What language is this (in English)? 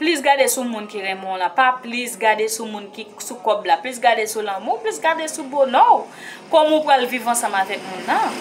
Haitian Creole